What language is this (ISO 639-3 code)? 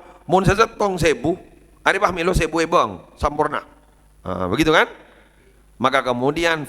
mad